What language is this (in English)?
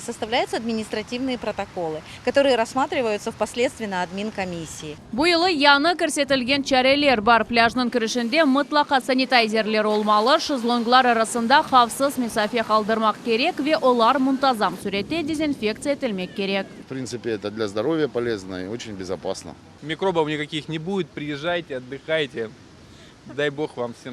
Crimean Tatar